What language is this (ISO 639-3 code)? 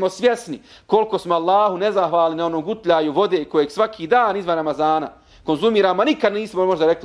bos